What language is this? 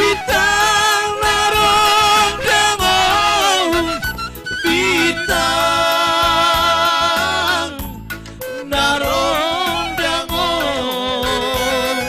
Batak Simalungun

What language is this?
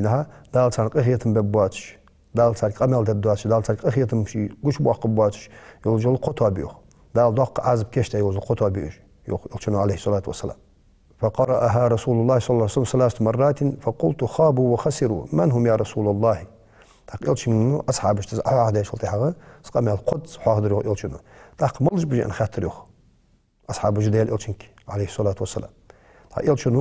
Ingush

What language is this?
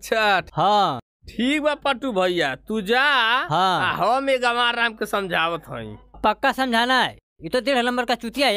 Bhojpuri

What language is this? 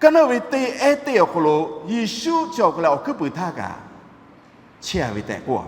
Lahu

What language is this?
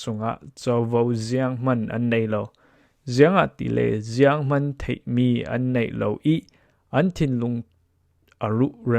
Falam Chin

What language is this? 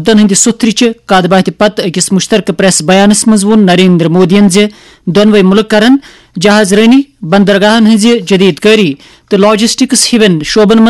Kashmiri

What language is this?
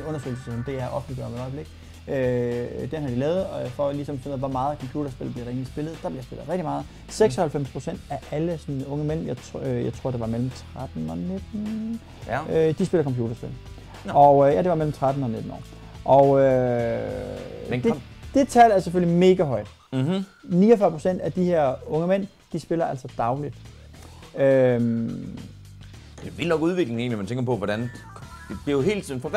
Danish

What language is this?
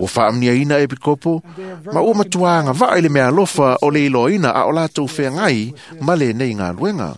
Samoan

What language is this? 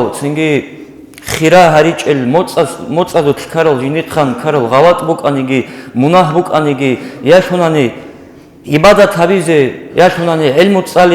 Avaric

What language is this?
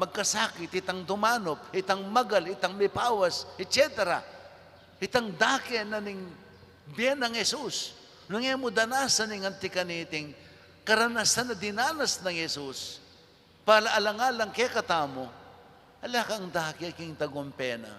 Pampanga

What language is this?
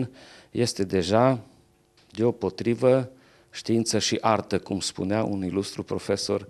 Romanian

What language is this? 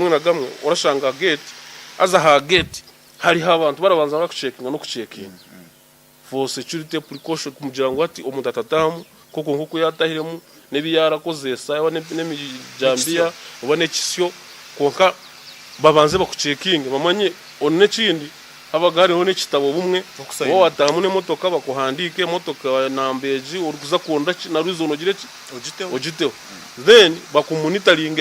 Nyankole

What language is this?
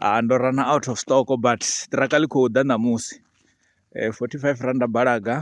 Venda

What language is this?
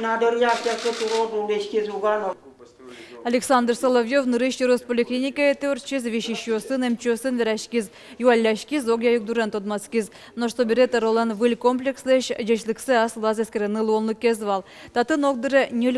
Udmurt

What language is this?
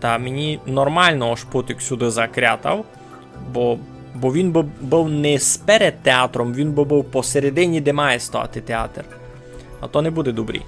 Rusyn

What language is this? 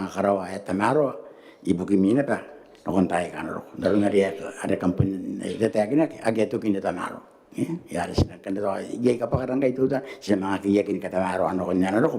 Gilbertese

